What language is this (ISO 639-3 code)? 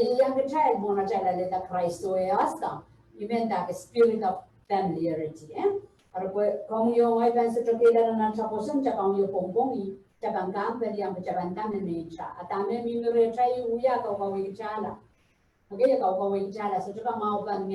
pon